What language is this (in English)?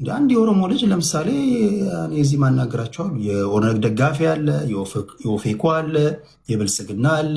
Amharic